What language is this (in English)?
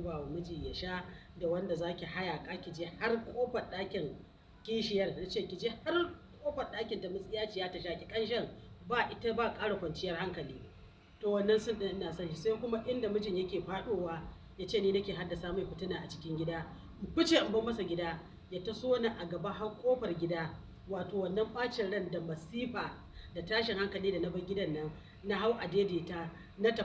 Hausa